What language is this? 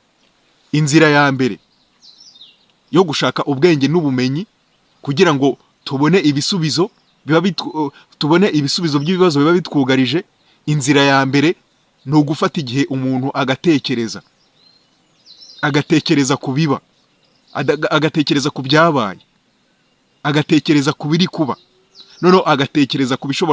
Kinyarwanda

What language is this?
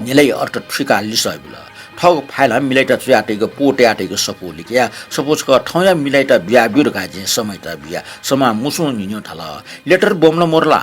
Newari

